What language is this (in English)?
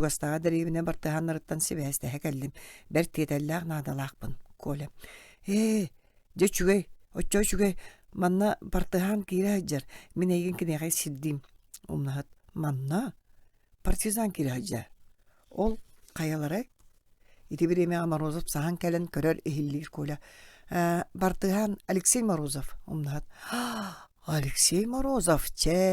Yakut